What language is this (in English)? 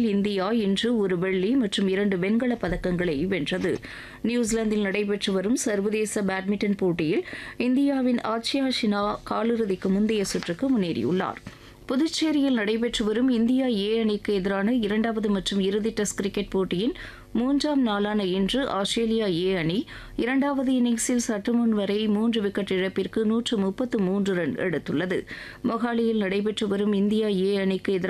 Tamil